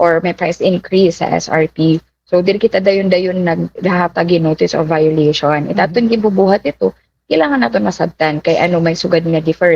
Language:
Waray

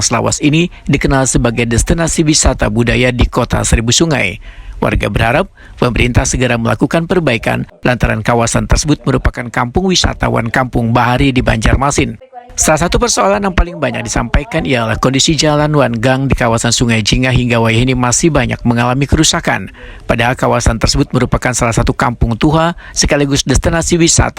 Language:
Banjar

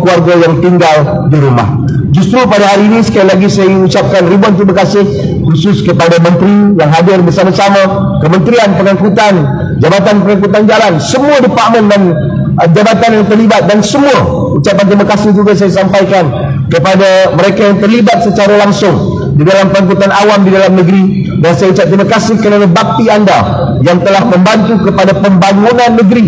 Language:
Malay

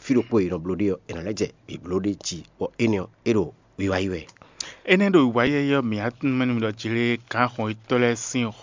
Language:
Fon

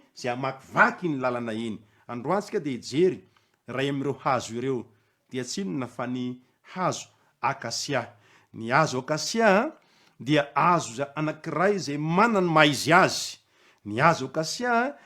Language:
Malagasy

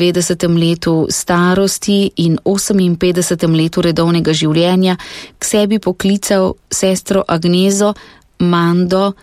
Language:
Slovenian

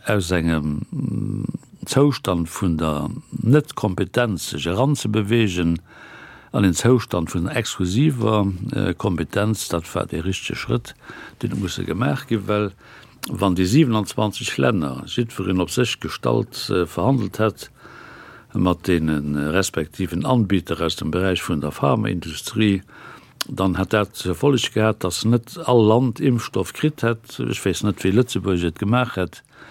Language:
Luxembourgish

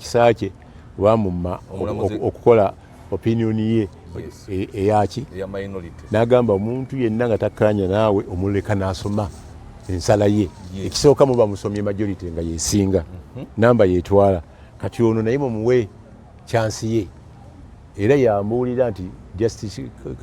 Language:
Ganda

